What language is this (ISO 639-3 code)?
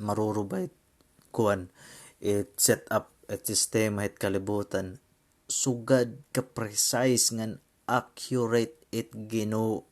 war